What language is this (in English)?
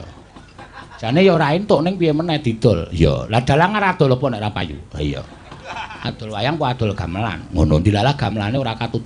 Javanese